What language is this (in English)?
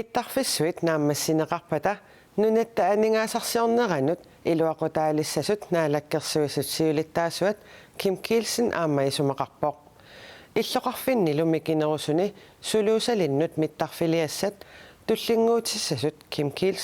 Kalaallisut